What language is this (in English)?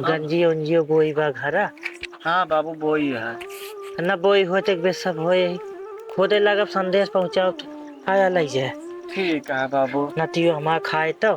Awadhi